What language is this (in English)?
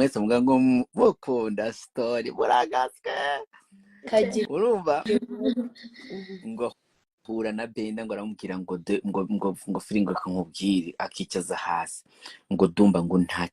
Kinyarwanda